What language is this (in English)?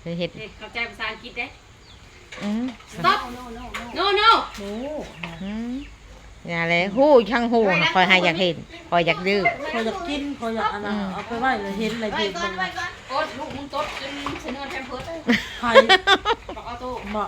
Northeastern Thai